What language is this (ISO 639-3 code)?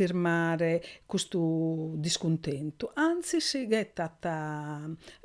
srd